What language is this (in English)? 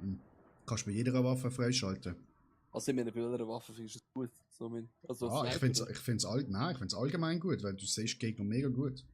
Swiss German